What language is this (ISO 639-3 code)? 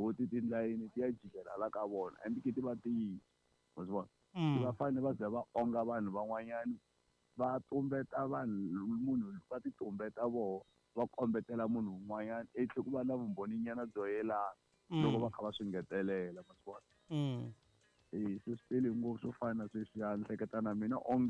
tso